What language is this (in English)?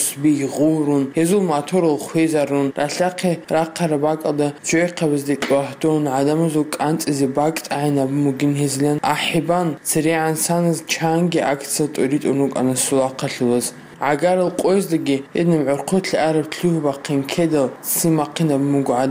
Avaric